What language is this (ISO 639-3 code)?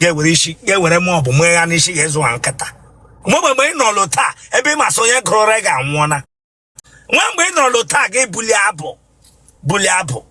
ibo